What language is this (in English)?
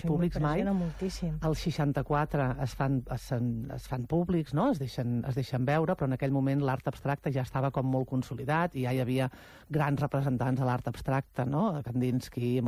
Catalan